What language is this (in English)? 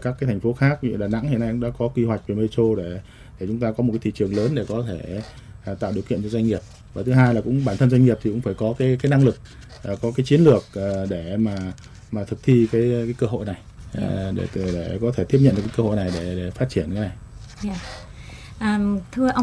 Vietnamese